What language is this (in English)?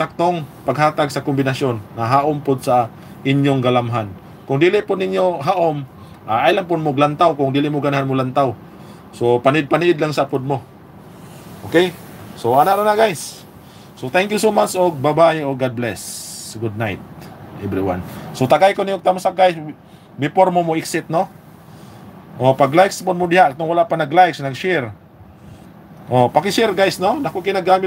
Cebuano